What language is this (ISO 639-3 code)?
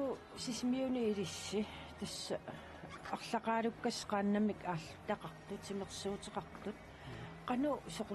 kal